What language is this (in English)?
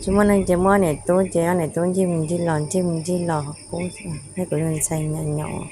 Hmong